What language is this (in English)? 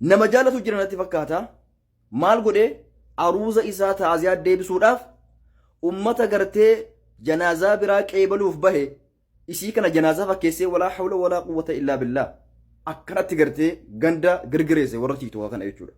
Oromo